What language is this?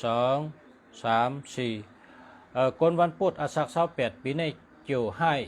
Shan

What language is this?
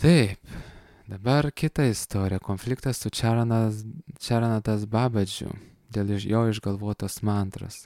Lithuanian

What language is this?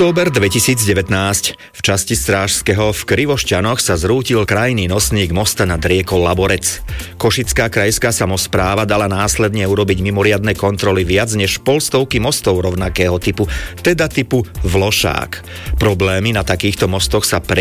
Slovak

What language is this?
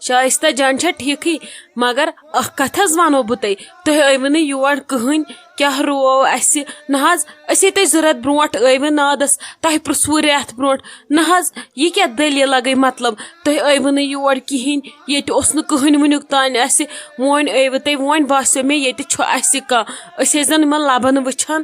Kashmiri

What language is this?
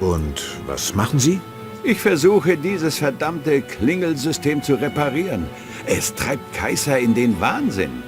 Bavarian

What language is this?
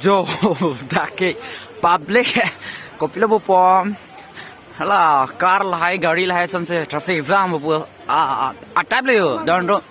Karbi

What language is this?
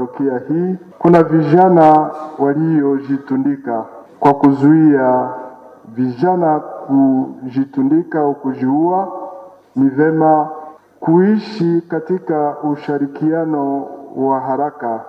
Swahili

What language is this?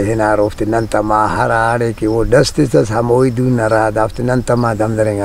Brahui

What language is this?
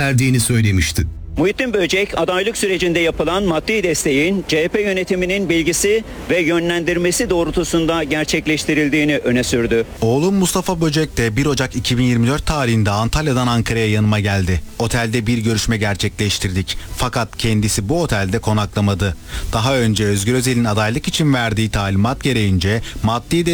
Turkish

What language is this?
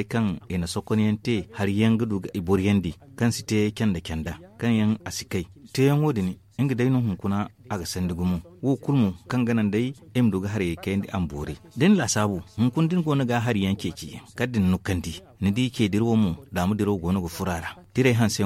Zarma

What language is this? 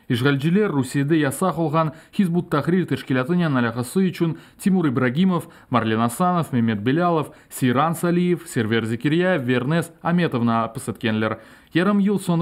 Crimean Tatar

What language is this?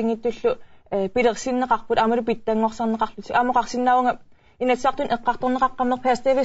Kalaallisut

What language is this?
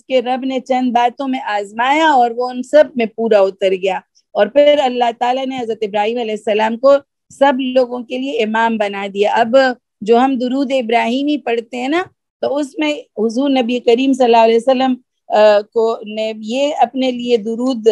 Urdu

